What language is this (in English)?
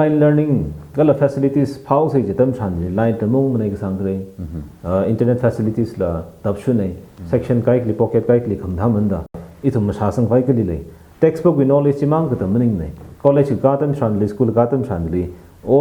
Tangkhul Naga (India)